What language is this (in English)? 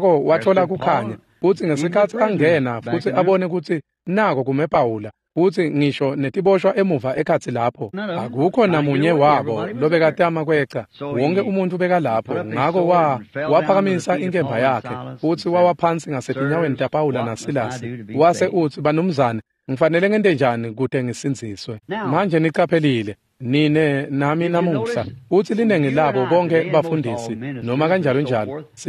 Swati